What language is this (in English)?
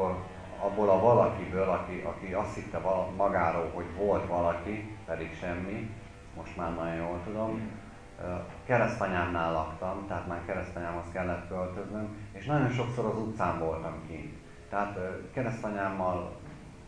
Hungarian